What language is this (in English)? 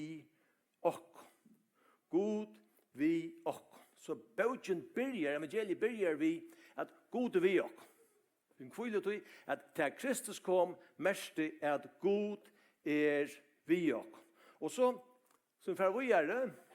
Faroese